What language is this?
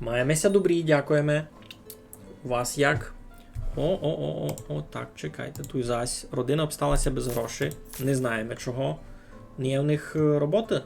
Rusyn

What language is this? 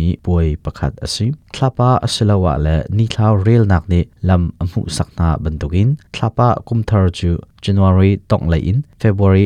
Hakha Chin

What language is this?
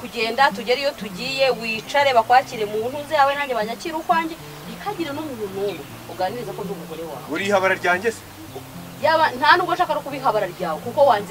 Kinyarwanda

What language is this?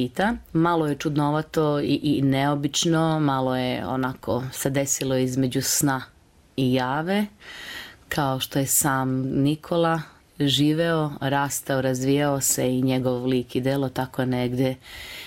Serbian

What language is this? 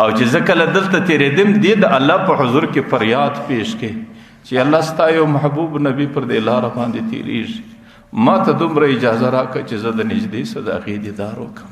Pashto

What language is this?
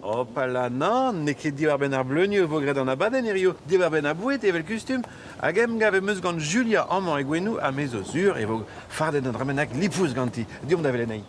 Breton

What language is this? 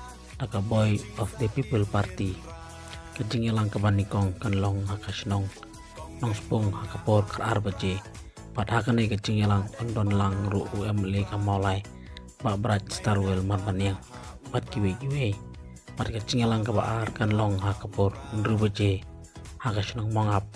Khasi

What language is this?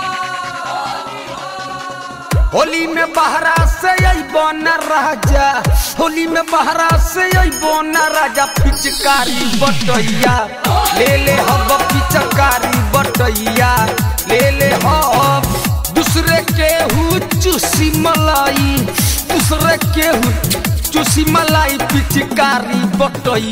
Bhojpuri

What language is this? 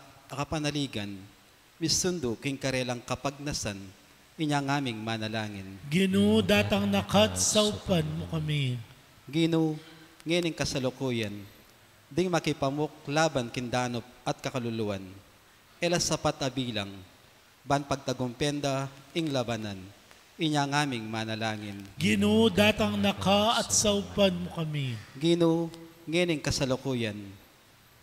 Pampanga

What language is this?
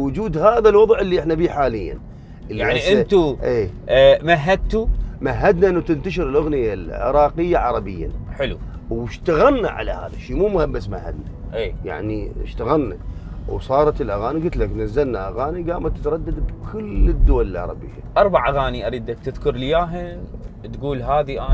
Mesopotamian Arabic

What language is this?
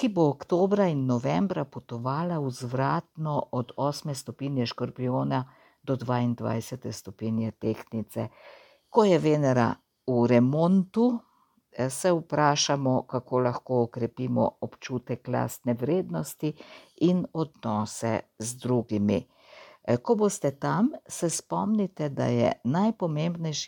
Slovenian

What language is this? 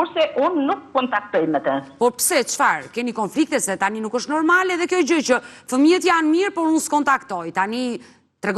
Albanian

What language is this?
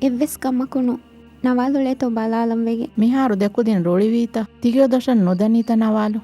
Divehi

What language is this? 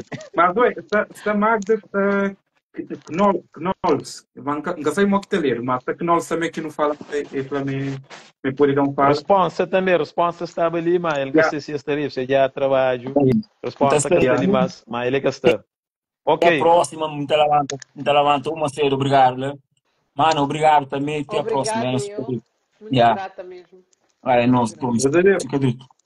Kabuverdianu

